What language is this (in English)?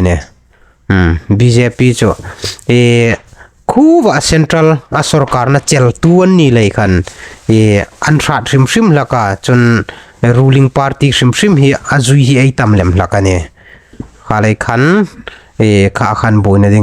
Hmar